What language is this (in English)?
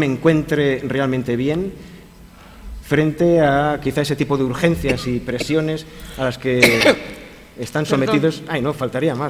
Spanish